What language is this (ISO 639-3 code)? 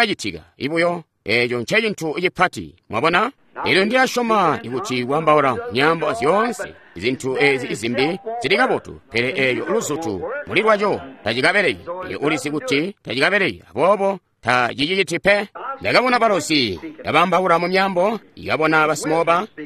toi